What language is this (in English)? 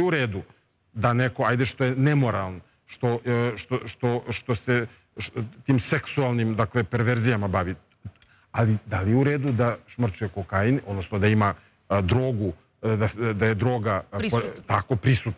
Serbian